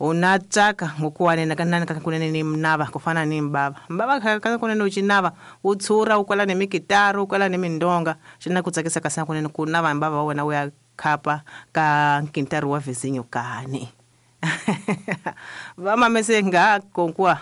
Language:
Tsonga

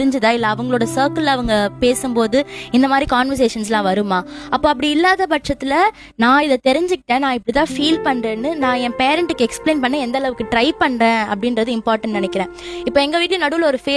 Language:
Tamil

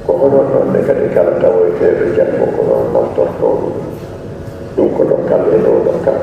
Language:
Fula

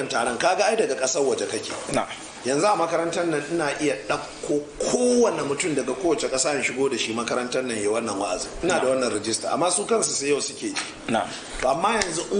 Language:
Hausa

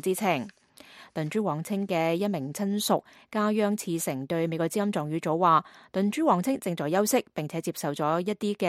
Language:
Cantonese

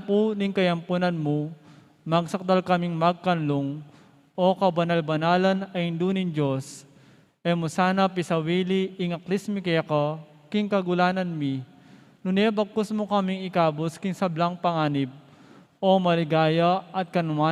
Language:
Pampanga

